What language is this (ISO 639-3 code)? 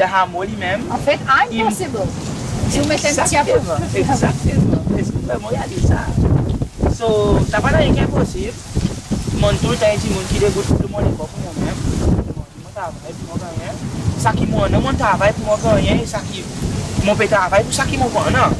crs